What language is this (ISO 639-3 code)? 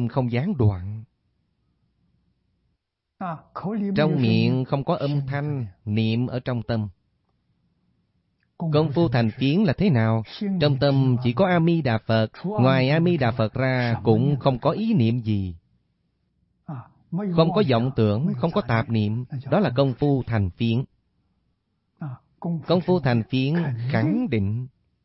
vie